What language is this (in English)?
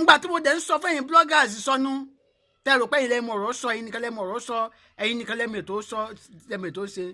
Yoruba